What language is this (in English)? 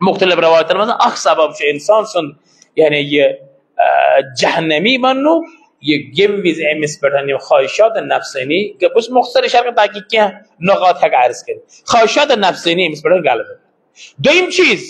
Kashmiri